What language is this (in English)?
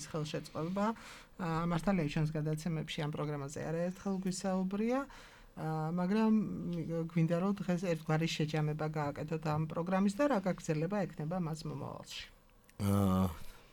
Georgian